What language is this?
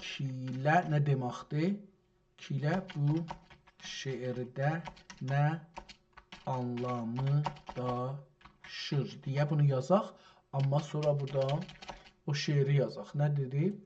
South Azerbaijani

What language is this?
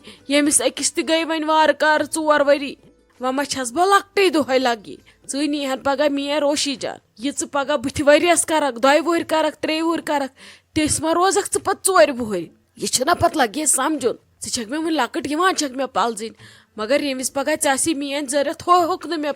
Kashmiri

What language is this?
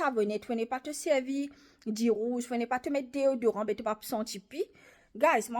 Morisyen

